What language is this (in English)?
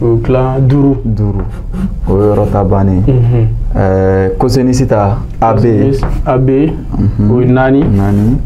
Bambara